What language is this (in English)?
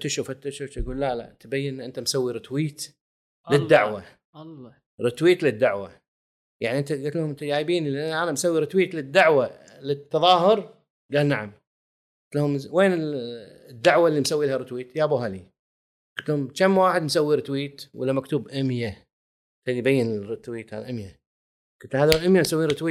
Gulf Arabic